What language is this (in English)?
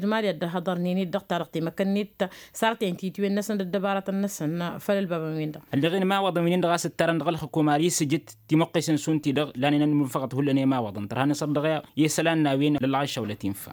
Tamasheq